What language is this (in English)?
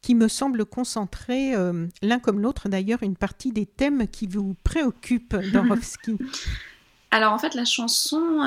French